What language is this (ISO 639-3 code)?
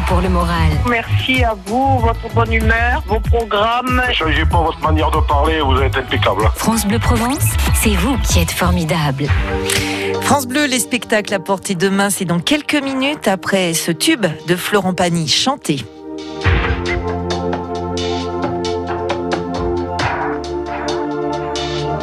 fra